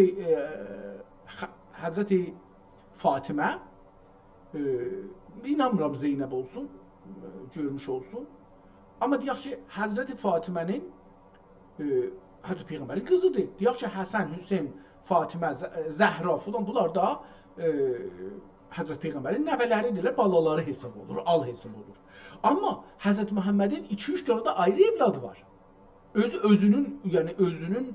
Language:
South Azerbaijani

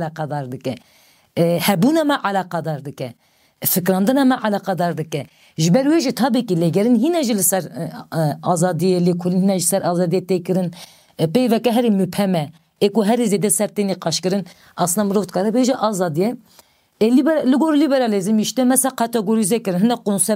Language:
Kurdish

